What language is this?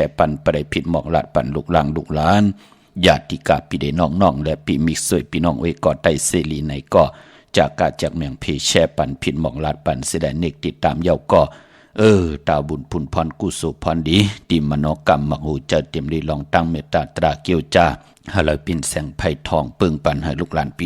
Shan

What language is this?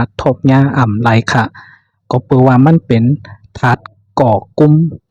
Shan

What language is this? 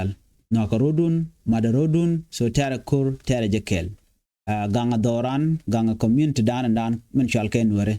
Nuer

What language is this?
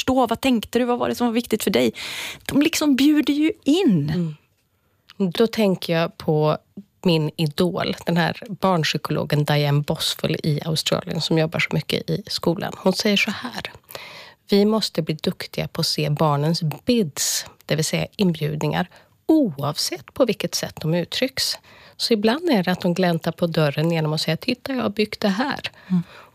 Swedish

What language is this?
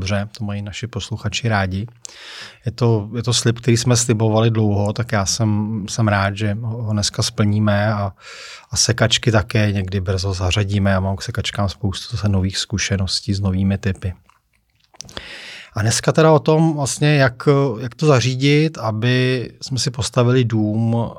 Czech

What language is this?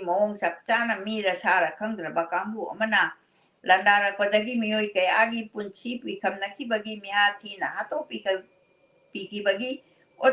Manipuri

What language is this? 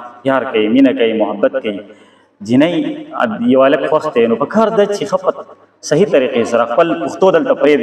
Pashto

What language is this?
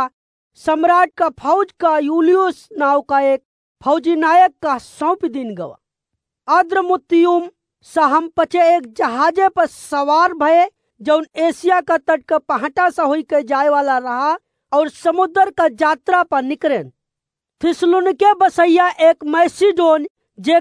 Awadhi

